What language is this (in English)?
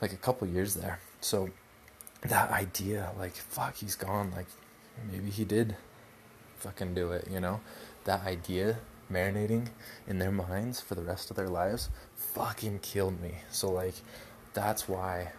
English